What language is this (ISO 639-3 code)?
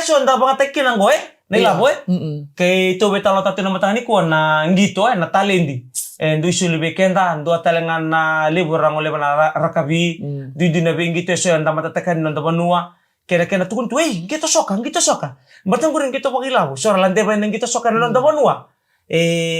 fij